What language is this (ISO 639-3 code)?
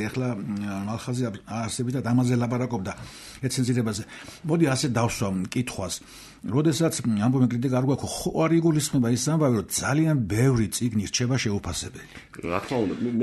kat